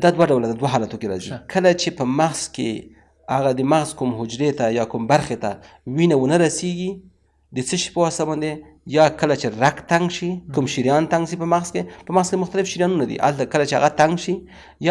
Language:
Pashto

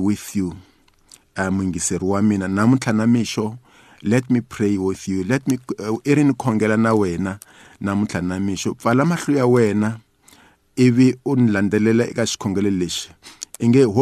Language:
Tsonga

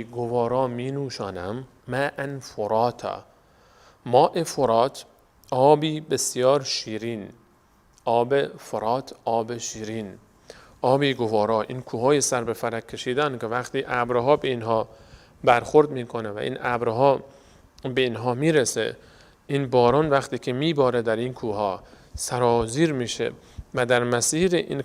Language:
Persian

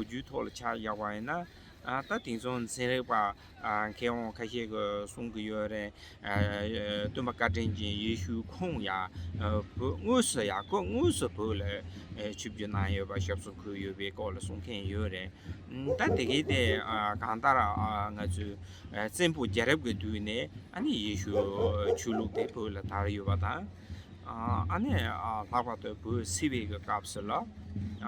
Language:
Tibetan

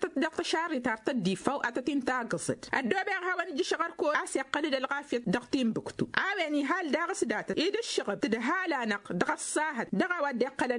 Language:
Tamasheq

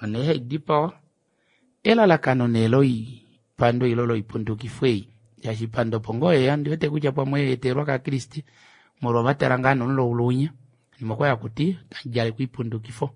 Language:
Kuanyama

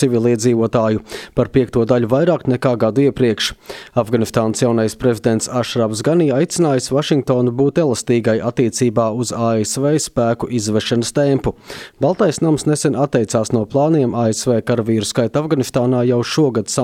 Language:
Latvian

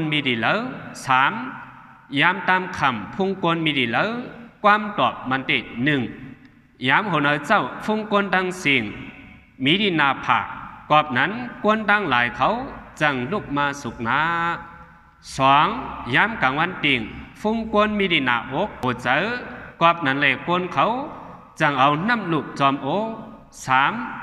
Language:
Shan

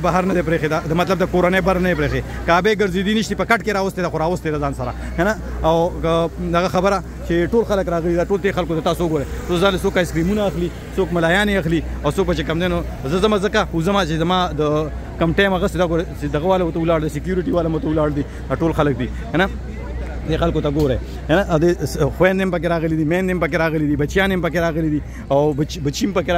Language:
Pashto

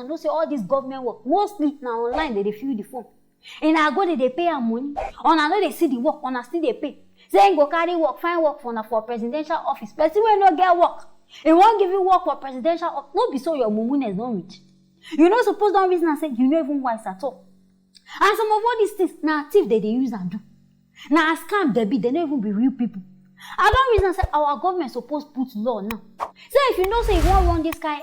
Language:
Nigerian Pidgin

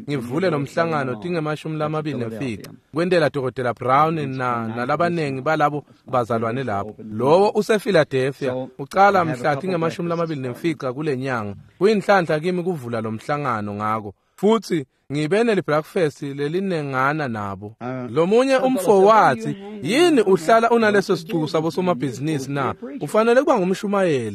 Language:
Swati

